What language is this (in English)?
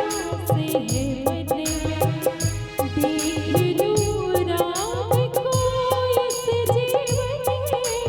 Chhattisgarhi